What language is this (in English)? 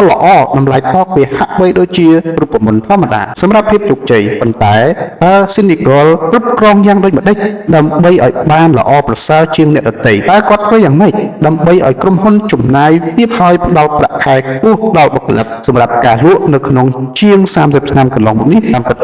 Khmer